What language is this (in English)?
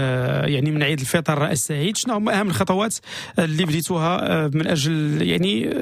Moroccan Arabic